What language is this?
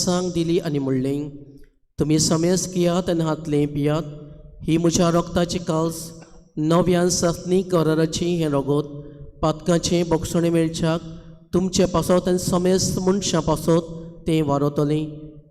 Konkani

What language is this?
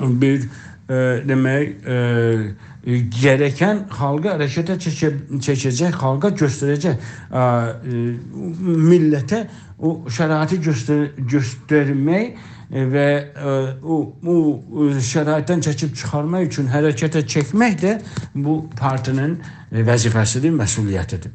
South Azerbaijani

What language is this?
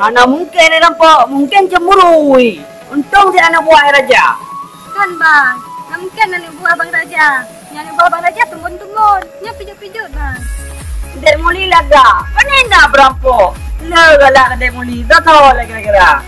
Achinese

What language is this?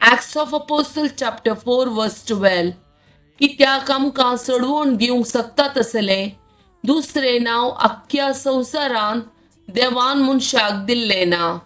Konkani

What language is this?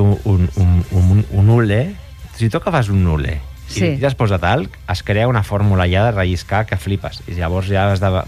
Catalan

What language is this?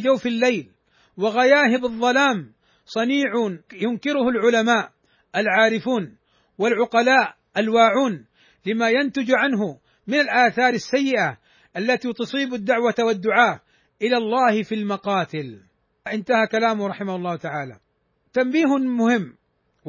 Arabic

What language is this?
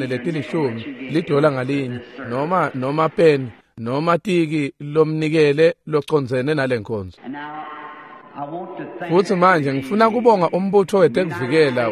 Swati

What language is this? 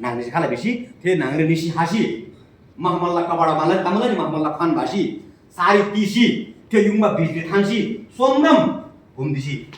Eastern Tamang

